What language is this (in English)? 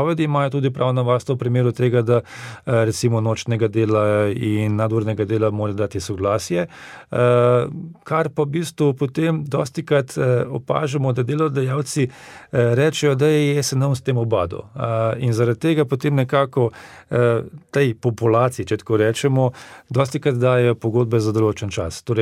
Slovenian